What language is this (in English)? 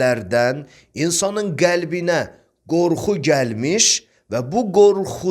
Azerbaijani